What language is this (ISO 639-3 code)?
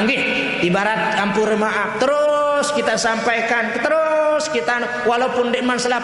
sas